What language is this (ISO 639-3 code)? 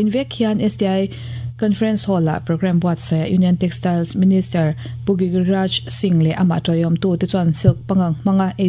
lus